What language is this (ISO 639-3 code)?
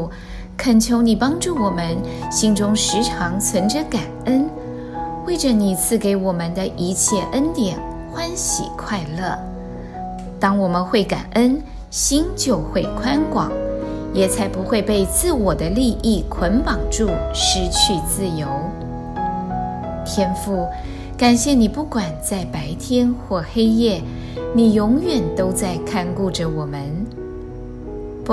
zho